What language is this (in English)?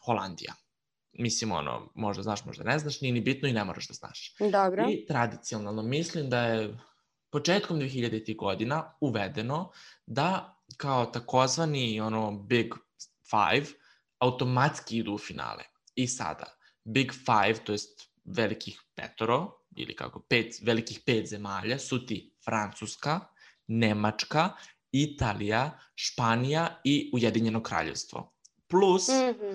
Serbian